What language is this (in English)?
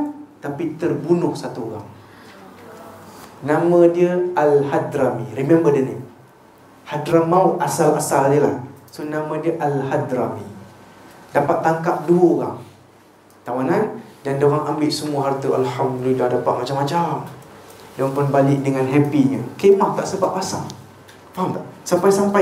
Malay